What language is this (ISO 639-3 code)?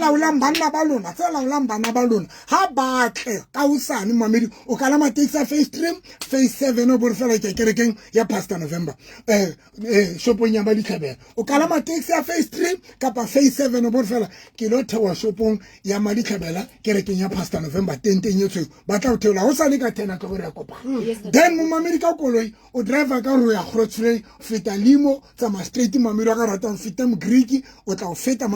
sot